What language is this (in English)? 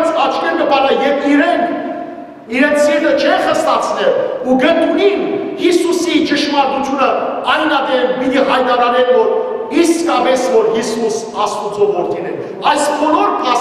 Western Armenian